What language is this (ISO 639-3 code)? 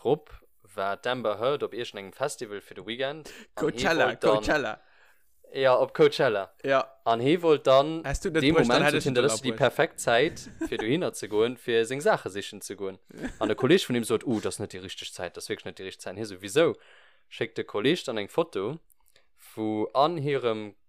ltz